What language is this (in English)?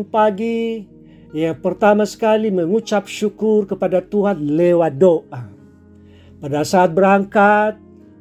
Indonesian